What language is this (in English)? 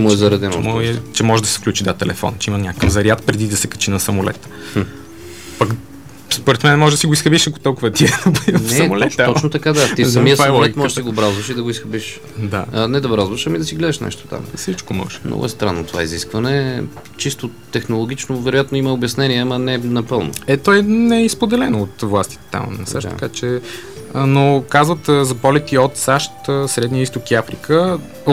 Bulgarian